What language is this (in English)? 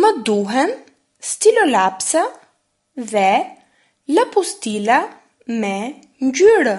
Albanian